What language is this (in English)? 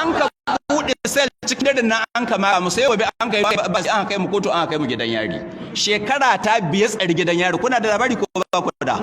Hausa